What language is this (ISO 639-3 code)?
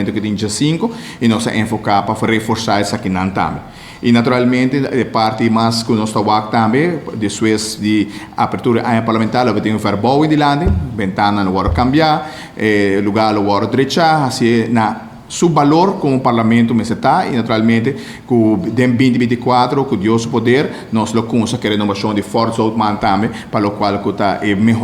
pap